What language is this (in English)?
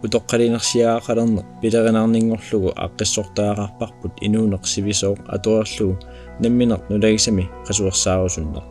Kalaallisut